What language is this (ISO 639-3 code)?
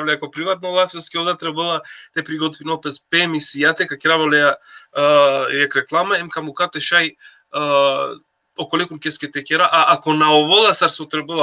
rmn